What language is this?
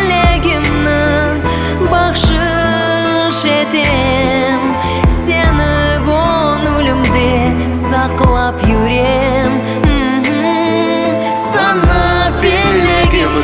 Crimean Tatar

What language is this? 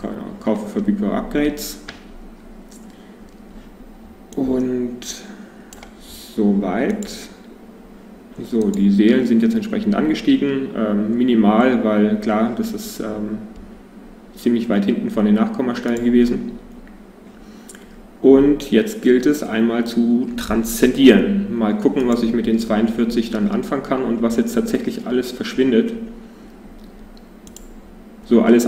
German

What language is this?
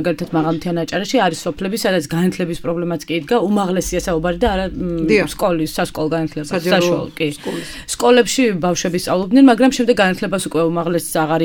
Georgian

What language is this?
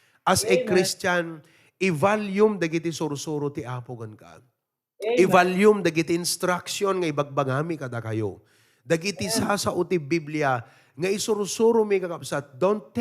Iloko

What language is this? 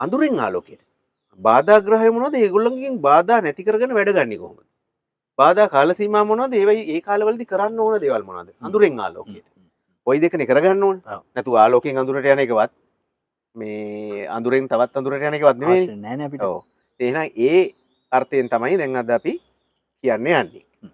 Sinhala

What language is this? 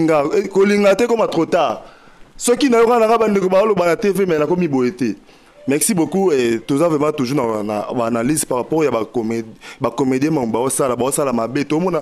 Lingala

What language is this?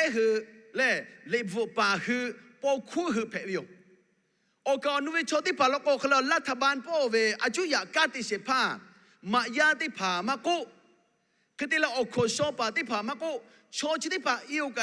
Lahu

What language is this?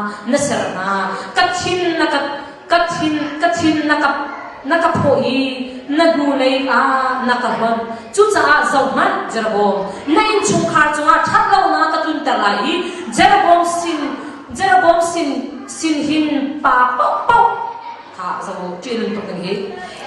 Hakha Chin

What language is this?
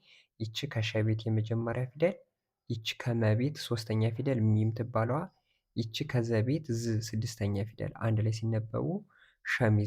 Amharic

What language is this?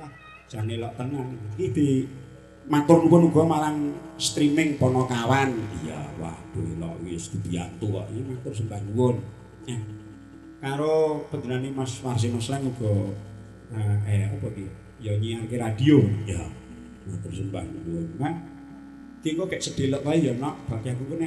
Javanese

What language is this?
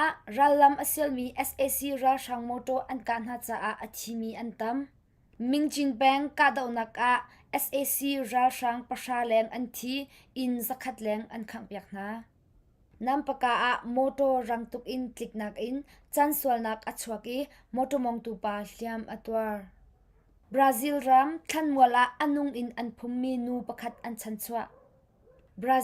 Hakha Chin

